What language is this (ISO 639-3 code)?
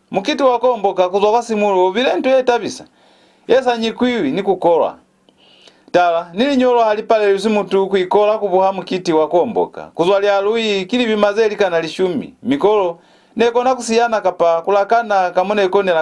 loz